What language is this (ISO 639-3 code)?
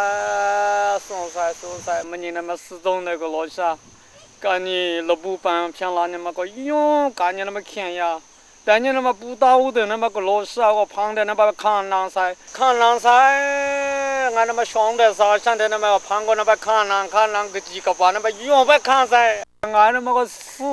kac